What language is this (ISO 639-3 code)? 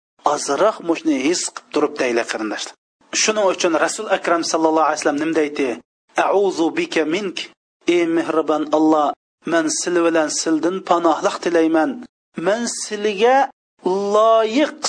uig